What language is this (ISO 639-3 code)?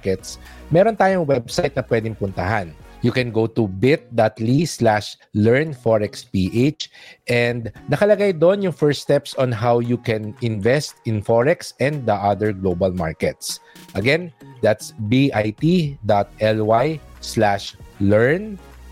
fil